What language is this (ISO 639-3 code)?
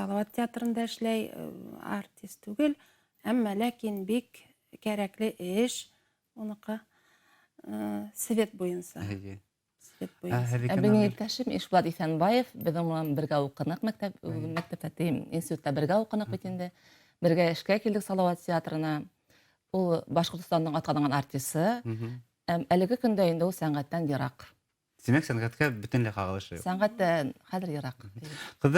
bak